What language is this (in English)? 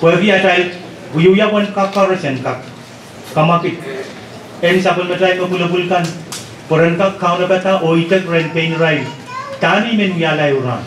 Pohnpeian